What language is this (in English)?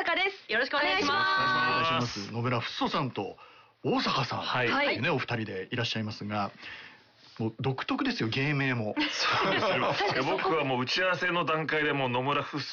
Japanese